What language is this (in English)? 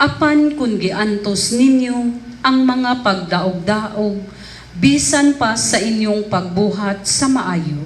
Cebuano